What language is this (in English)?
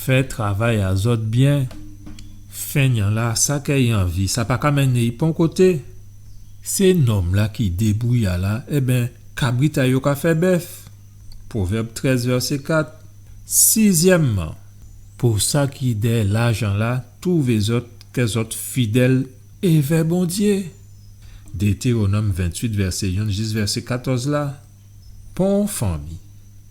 Guadeloupean Creole French